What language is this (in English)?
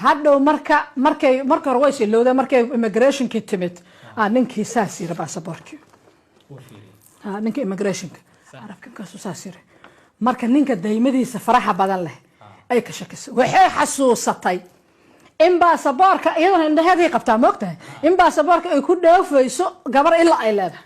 Somali